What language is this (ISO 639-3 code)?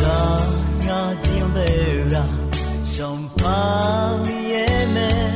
ahk